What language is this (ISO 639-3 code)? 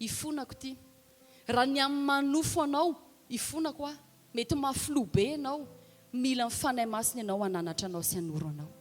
mlg